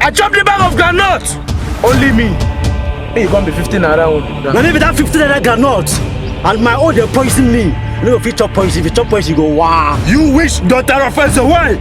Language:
Nigerian Pidgin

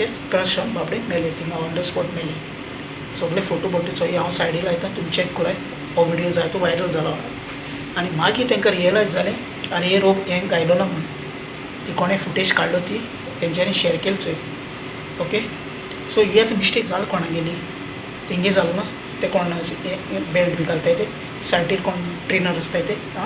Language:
Konkani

